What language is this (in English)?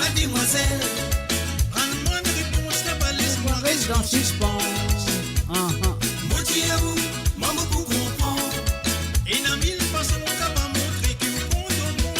Morisyen